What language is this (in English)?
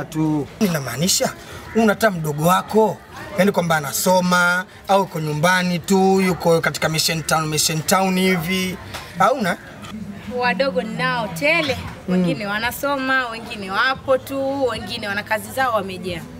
Swahili